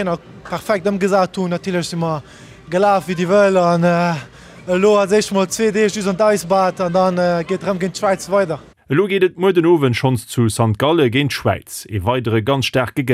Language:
Luxembourgish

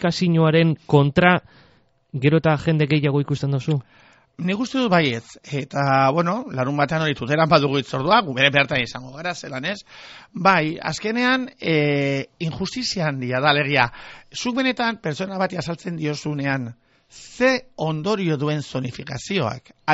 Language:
Basque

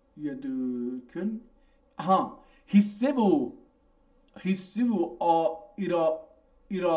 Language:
South Azerbaijani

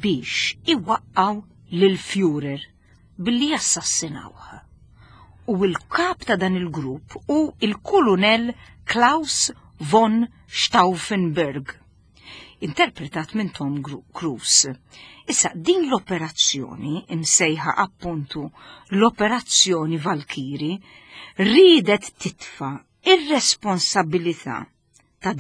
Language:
Maltese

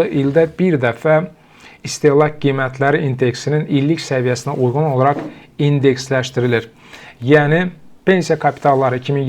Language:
Azerbaijani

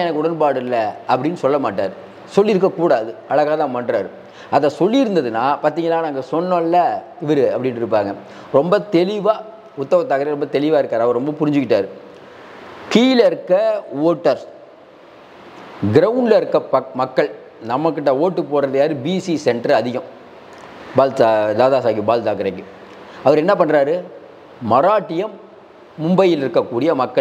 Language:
Tamil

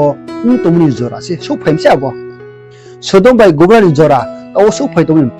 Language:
Riang (India)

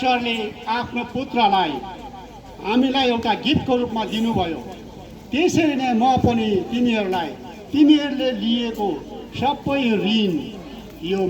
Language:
Nepali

